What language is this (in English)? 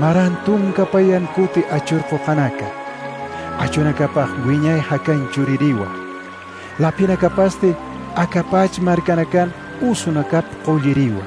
Aymara